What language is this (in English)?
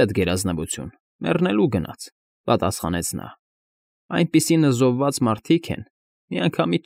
Armenian